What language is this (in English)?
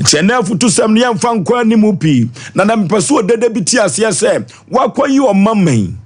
Akan